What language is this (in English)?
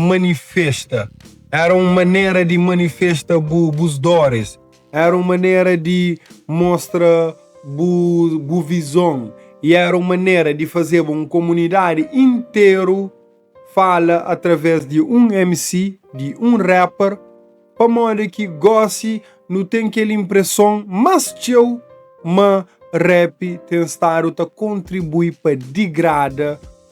Kabuverdianu